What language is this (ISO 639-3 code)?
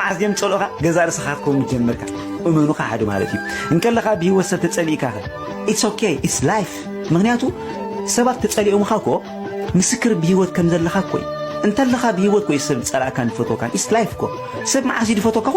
tir